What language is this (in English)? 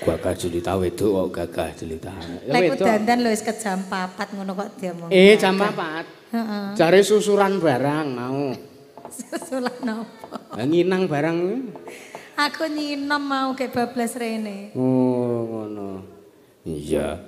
Javanese